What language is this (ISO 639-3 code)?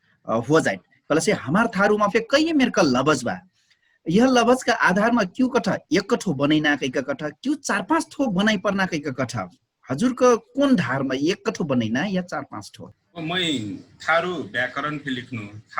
thl